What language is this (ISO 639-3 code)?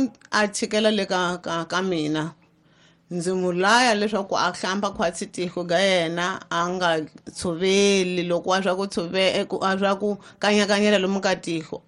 tso